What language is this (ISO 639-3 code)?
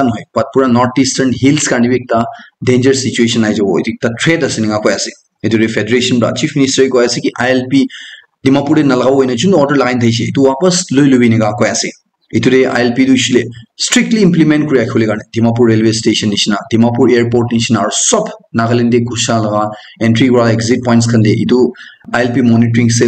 nag